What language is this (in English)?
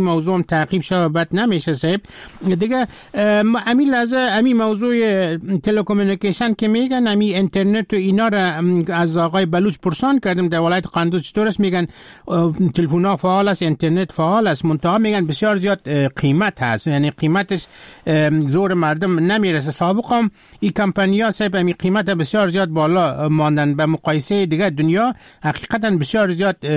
Persian